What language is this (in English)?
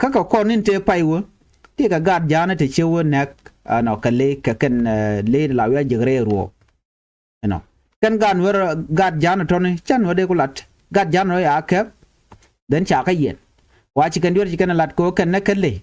Nuer